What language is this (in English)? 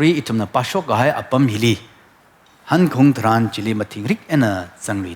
Tangkhul Naga (India)